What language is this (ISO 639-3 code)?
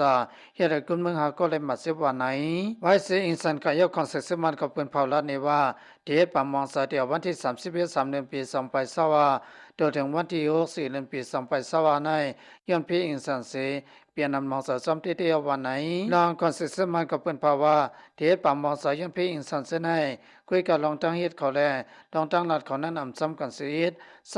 shn